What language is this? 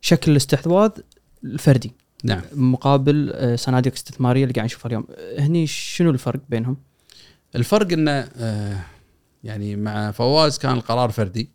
Gulf Arabic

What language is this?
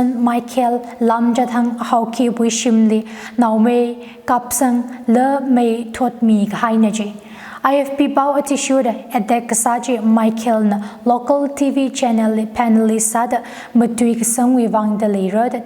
Tangkhul Naga (India)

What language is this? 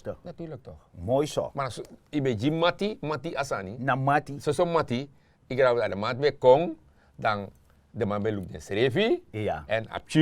Sranan Tongo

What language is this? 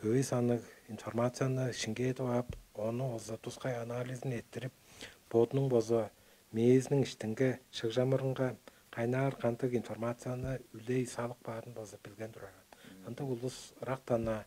Tuvinian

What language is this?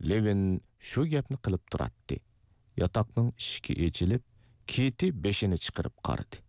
Uyghur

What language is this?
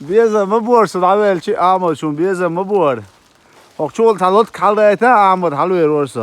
Chechen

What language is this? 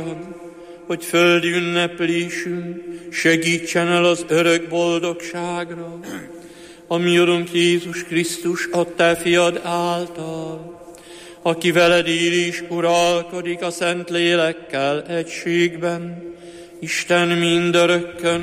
Hungarian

